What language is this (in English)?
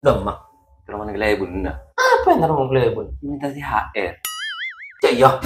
Madurese